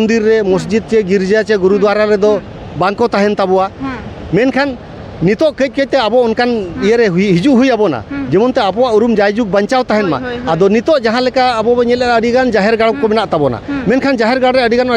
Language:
Santali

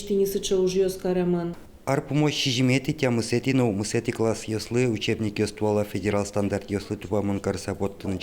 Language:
Udmurt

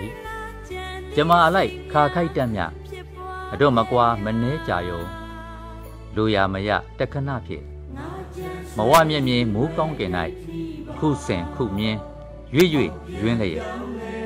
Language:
Burmese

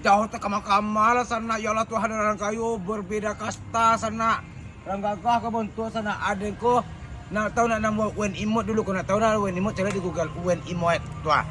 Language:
Minangkabau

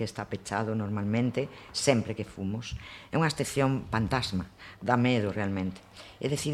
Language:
Galician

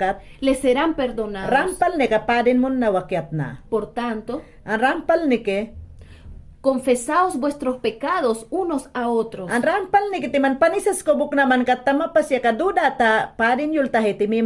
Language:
Mayangna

